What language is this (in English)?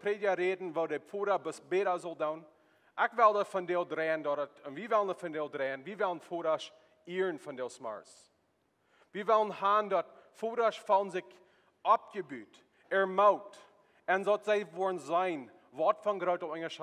Plautdietsch